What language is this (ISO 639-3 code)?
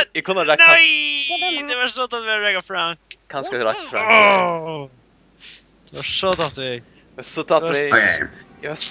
fao